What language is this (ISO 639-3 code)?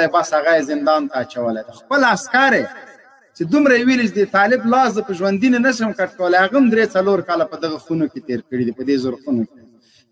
pus